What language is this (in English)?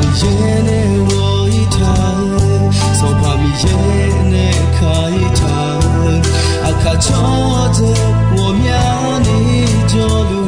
Akha